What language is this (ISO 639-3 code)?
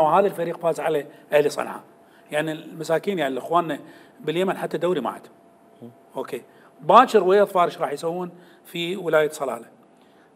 acm